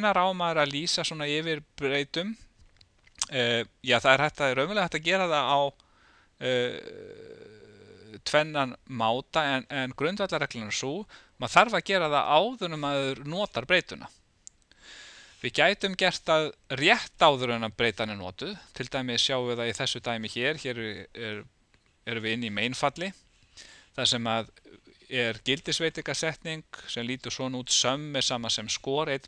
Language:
Icelandic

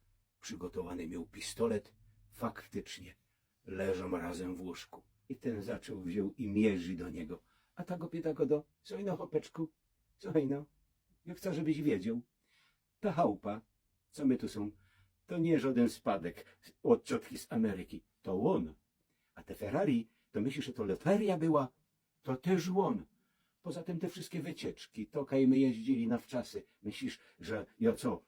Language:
Silesian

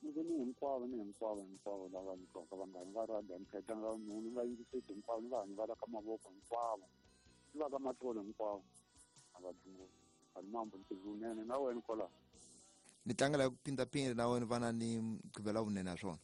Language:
Tsonga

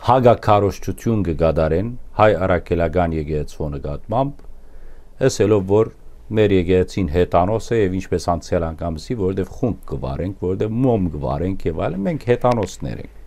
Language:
Western Armenian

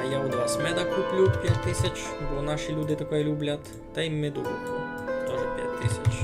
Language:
Rusyn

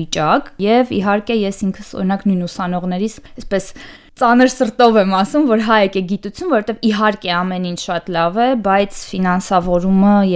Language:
Armenian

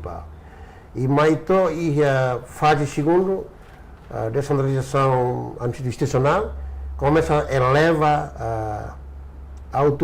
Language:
Tetum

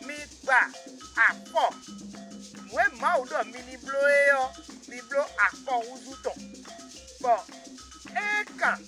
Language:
Fon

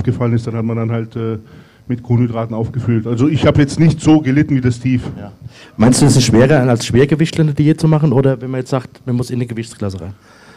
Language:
German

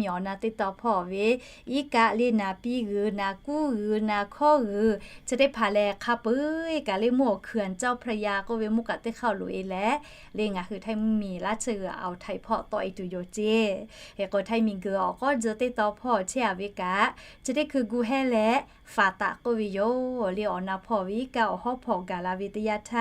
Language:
Lahu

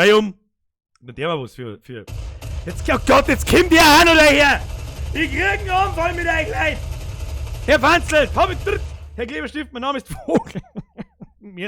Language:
Bavarian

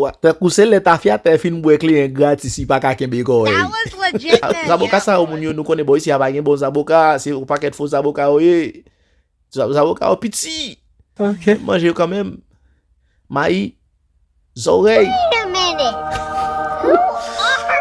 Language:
Haitian Creole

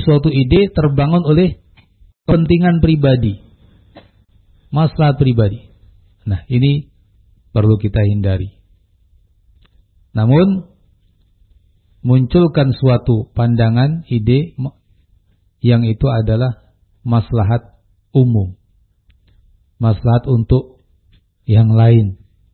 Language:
Indonesian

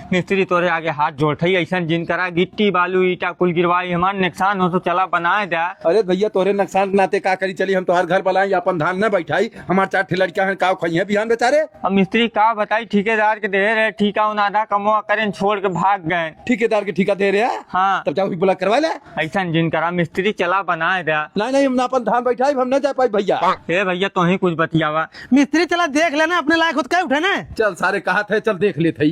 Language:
Awadhi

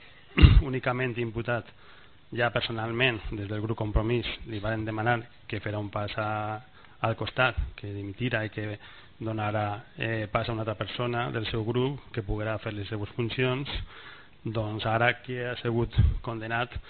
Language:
Catalan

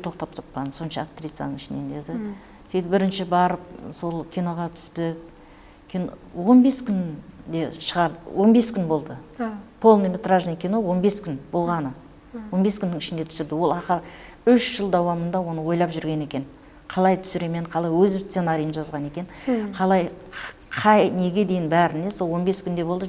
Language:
Kara-Kalpak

